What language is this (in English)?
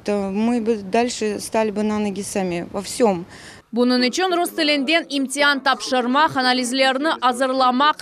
Crimean Tatar